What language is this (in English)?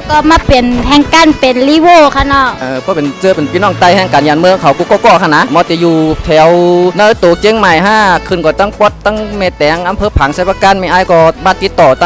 Shan